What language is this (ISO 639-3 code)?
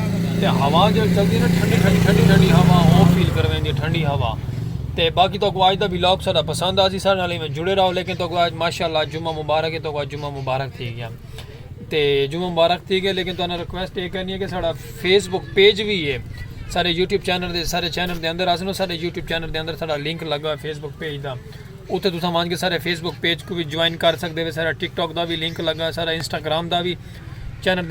skr